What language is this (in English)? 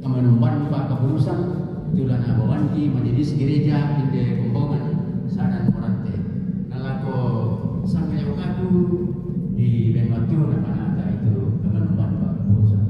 Toraja-Sa'dan